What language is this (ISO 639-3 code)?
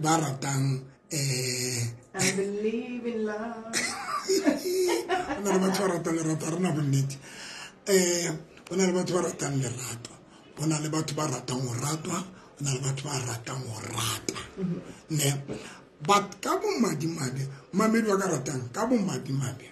sot